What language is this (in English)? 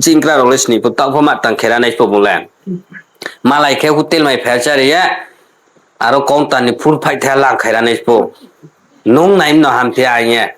Riang (India)